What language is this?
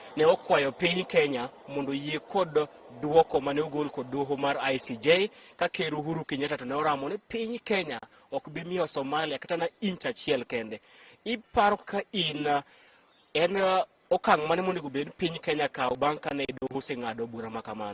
Luo (Kenya and Tanzania)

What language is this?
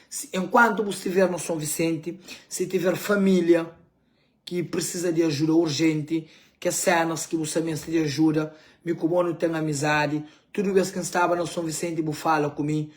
Kabuverdianu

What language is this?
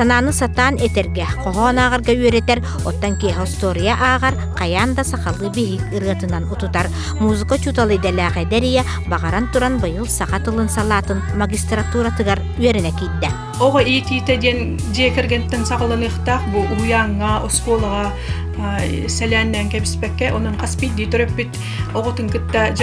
Yakut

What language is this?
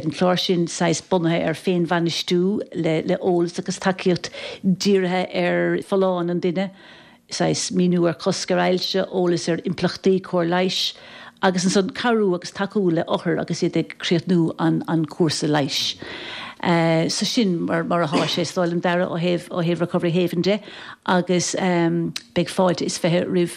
Irish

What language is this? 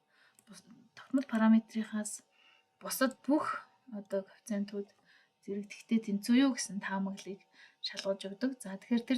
Mongolian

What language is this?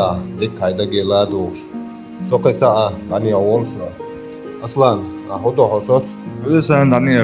Chechen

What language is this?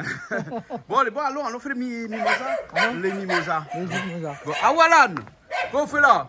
Réunion Creole French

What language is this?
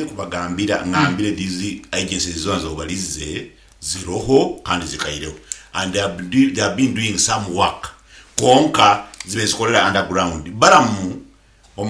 Nyoro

